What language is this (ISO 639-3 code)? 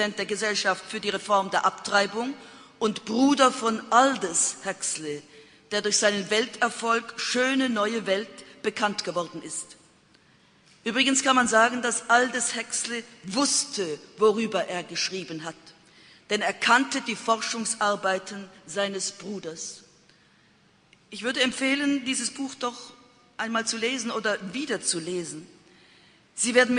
deu